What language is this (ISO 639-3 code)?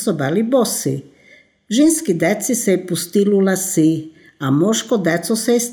srp